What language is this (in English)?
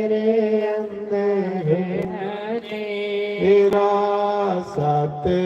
Dogri